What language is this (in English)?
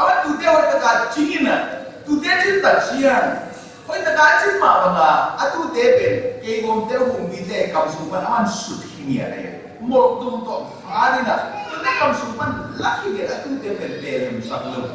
Tedim Chin